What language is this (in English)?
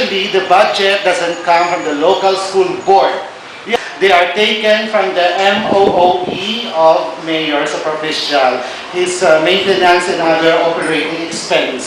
Hiligaynon